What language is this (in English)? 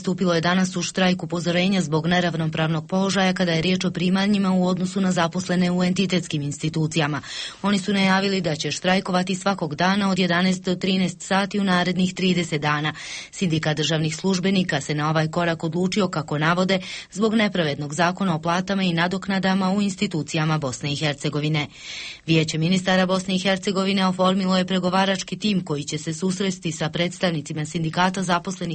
Bosnian